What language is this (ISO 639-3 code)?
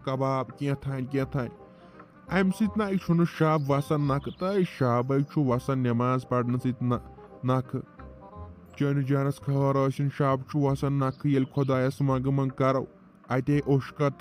kas